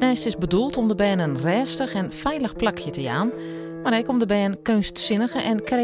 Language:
Western Frisian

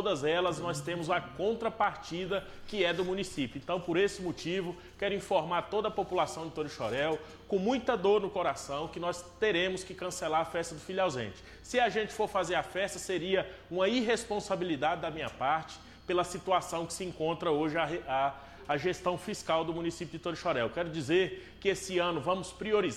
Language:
Portuguese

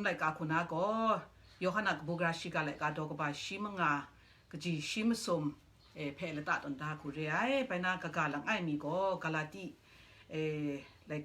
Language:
Kachin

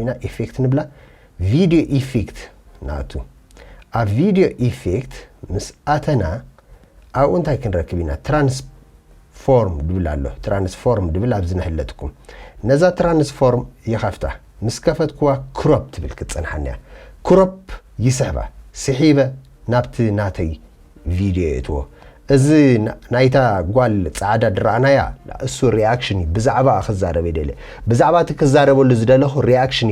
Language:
Tigrinya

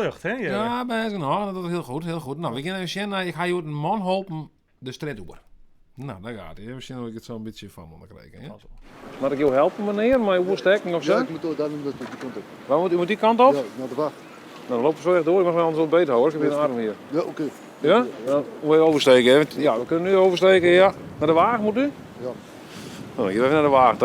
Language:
Western Frisian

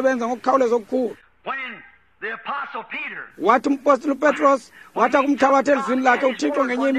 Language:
Xhosa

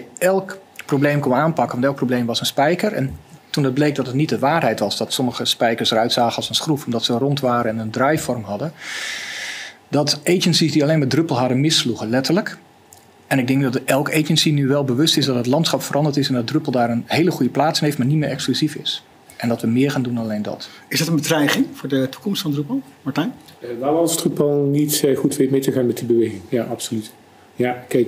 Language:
Dutch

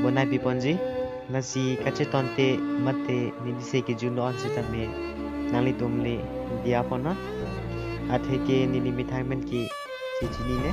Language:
Karbi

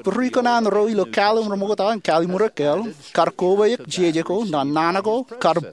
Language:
Marshallese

